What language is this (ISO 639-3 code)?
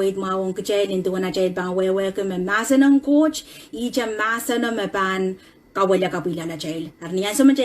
pon